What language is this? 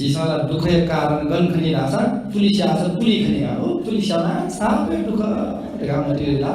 Newari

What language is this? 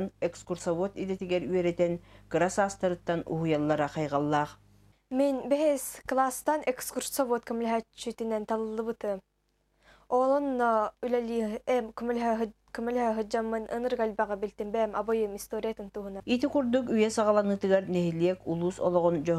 Yakut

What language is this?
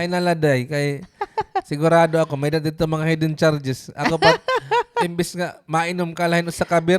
Waray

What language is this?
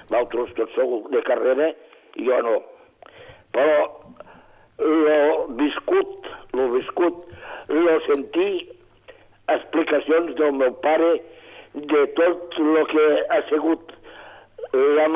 Catalan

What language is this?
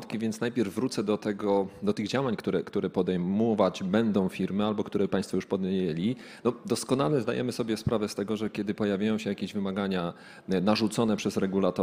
Polish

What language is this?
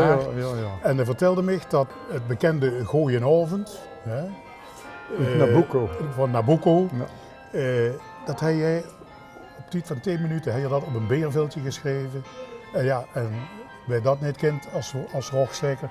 Limburgish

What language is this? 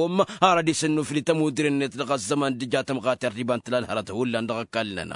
Tamasheq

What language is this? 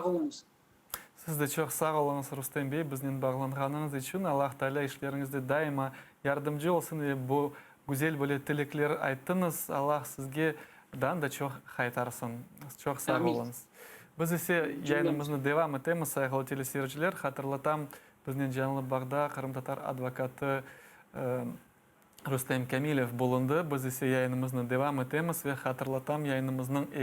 Crimean Tatar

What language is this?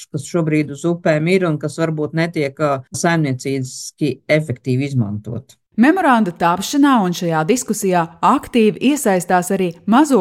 Latvian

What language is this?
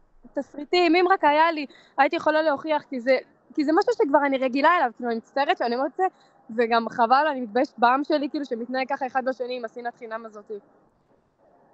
Hebrew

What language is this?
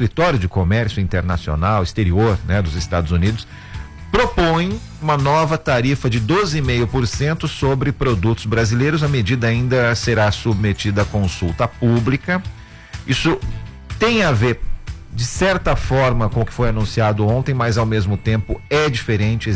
Portuguese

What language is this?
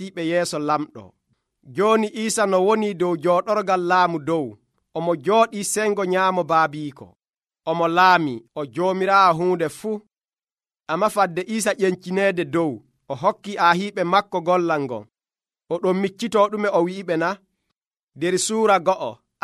Nigerian Fulfulde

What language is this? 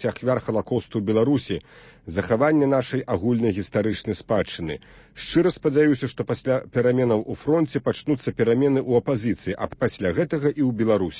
Belarusian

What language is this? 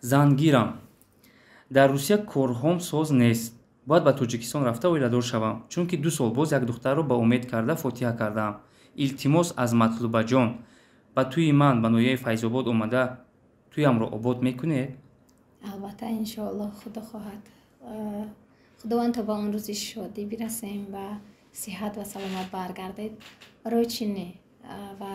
Tajik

